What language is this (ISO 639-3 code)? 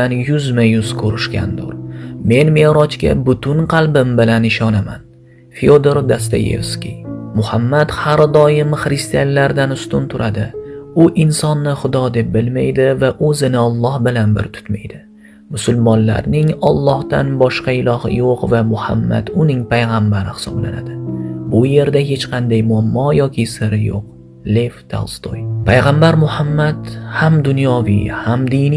uzb